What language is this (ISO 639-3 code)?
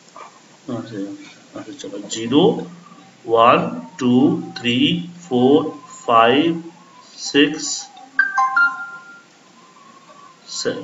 hin